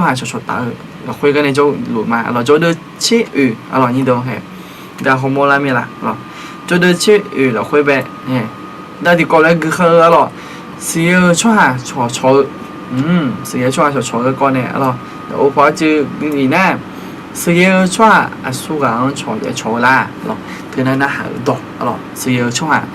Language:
Akha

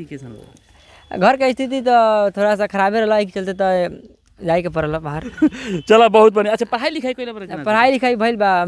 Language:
Bhojpuri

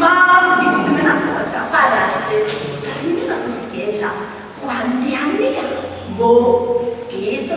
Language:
Sicilian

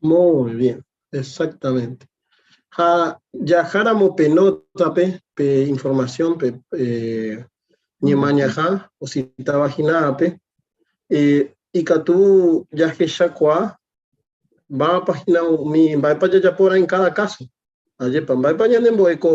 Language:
Guarani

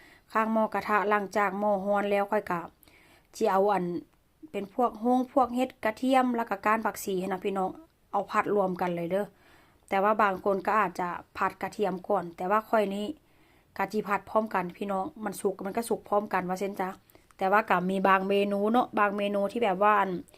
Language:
Northeastern Thai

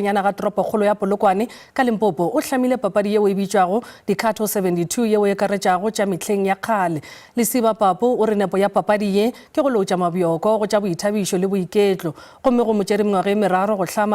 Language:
Northern Sotho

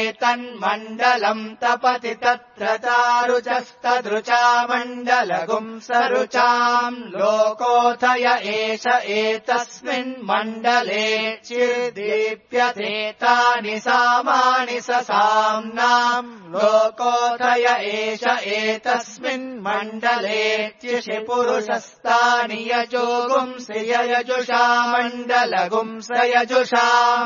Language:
Sanskrit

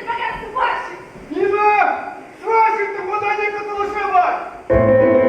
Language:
Bashkir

